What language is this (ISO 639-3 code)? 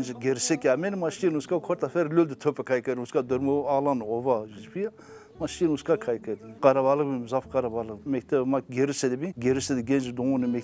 zza